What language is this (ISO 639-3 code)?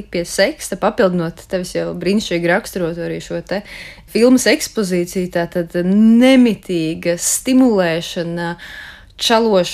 lav